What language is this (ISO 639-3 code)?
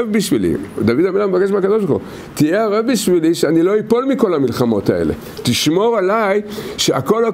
heb